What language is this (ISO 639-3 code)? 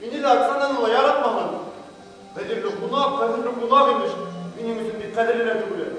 bak